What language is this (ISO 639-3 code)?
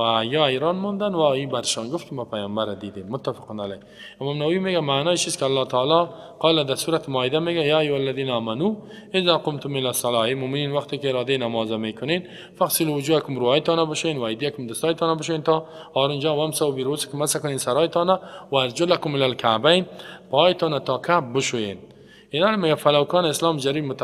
fas